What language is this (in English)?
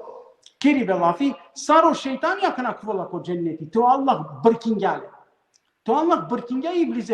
Balkan Romani